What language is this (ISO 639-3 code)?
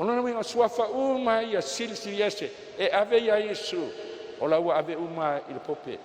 smo